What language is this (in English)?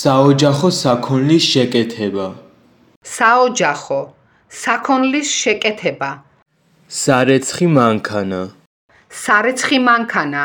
Georgian